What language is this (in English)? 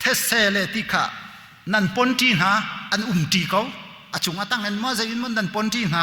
Hakha Chin